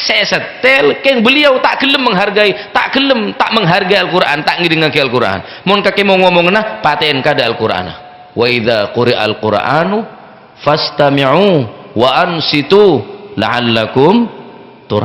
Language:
Madurese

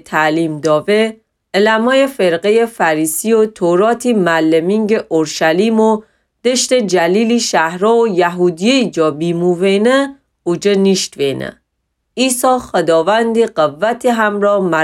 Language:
Gilaki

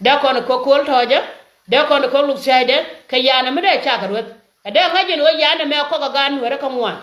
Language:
Nuer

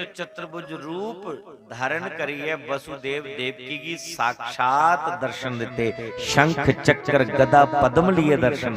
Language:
Dogri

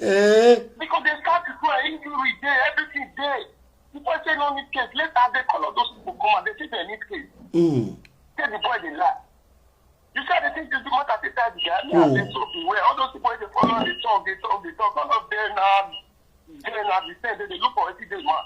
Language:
Nigerian Pidgin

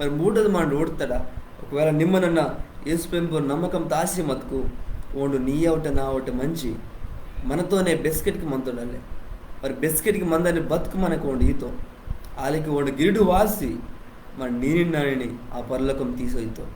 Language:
Koya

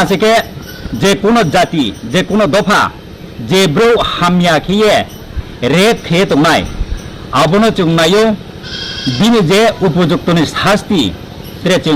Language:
Riang (India)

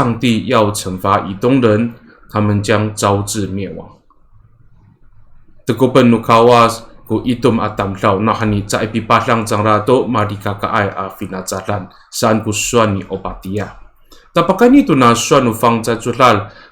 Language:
Amis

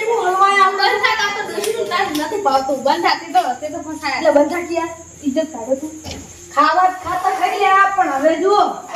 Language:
Gujarati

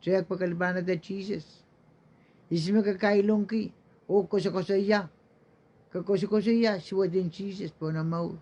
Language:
Pohnpeian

